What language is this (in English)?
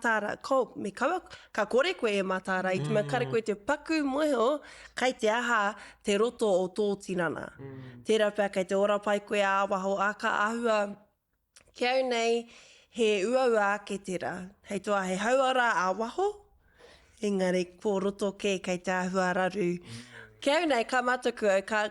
Māori